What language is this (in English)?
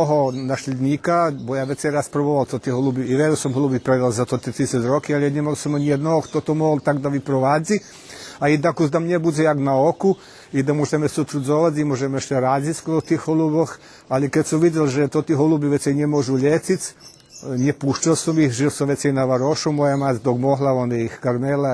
Rusyn